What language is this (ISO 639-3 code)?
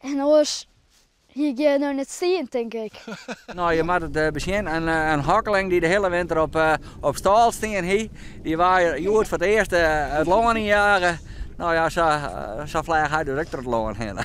fry